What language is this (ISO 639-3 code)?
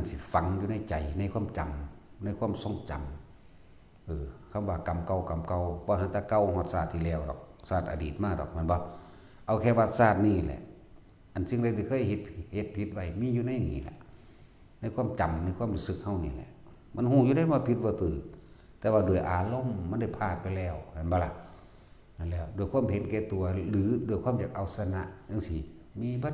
tts